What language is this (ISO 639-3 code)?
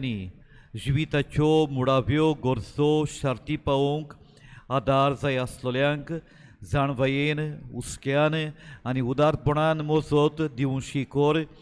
kok